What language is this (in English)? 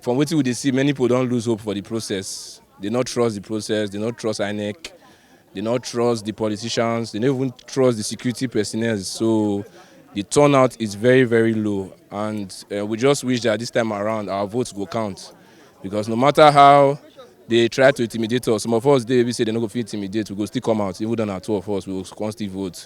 Nigerian Pidgin